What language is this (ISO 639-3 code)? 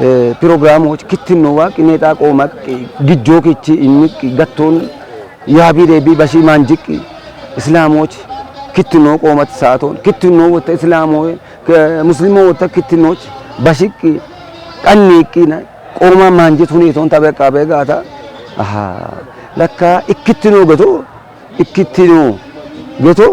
kbr